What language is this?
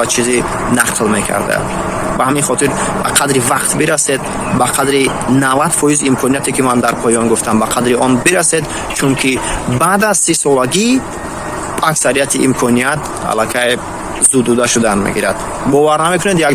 Tajik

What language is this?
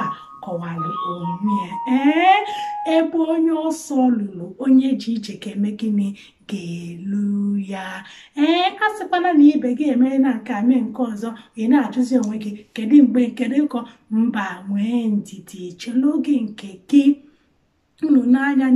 Igbo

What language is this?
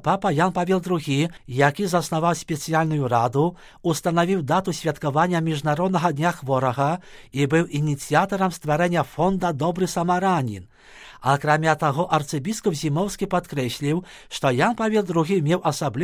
Belarusian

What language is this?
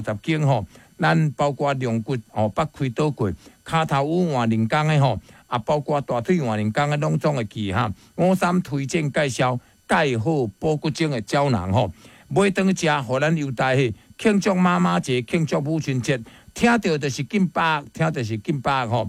Min Nan Chinese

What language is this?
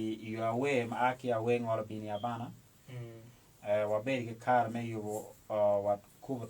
Acoli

